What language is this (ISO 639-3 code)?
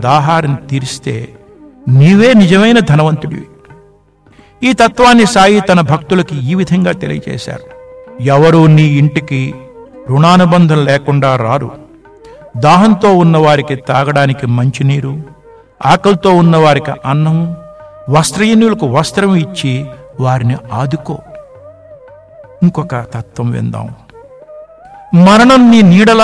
tel